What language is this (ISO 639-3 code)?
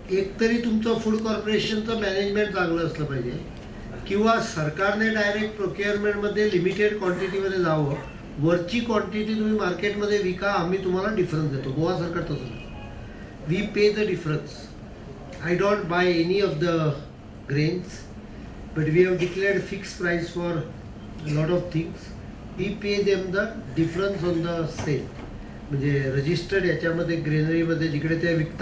mar